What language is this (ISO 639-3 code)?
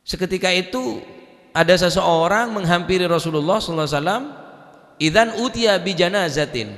mad